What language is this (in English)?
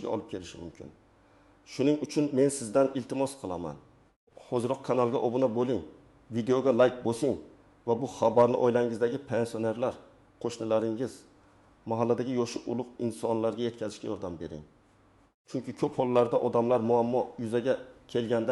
Uzbek